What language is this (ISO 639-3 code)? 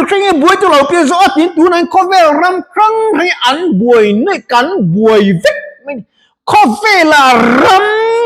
lus